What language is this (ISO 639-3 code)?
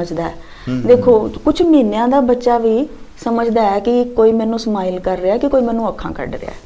pan